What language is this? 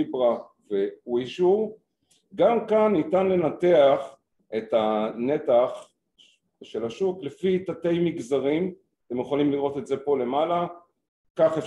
Hebrew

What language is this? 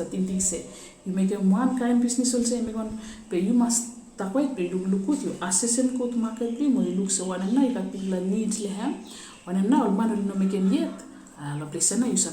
Bislama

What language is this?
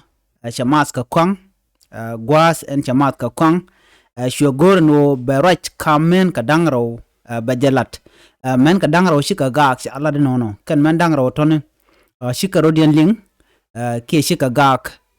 Nuer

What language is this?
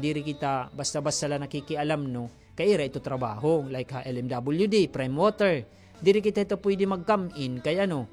Waray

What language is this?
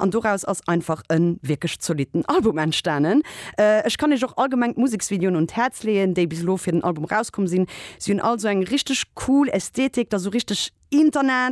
Luxembourgish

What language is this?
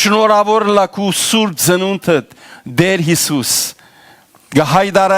Western Armenian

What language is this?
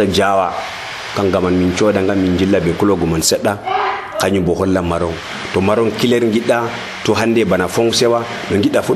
Nigerian Fulfulde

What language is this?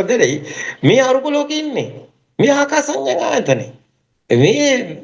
Sinhala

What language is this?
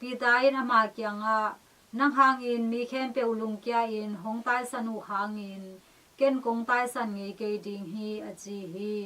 Tedim Chin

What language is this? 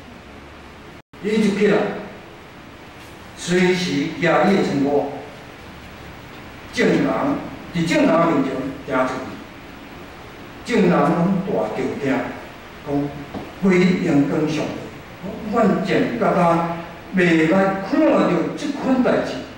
Min Nan Chinese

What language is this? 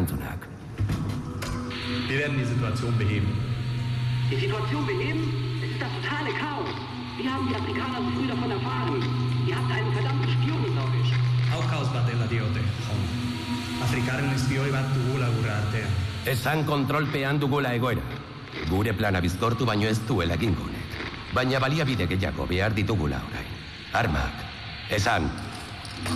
Basque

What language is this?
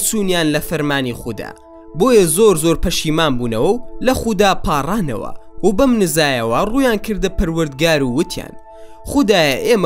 Central Kurdish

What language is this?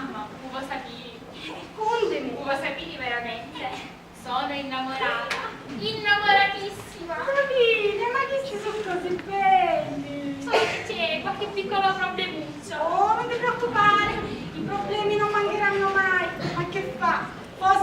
Sicilian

